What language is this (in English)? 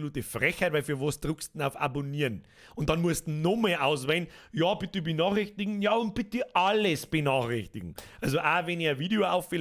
Bavarian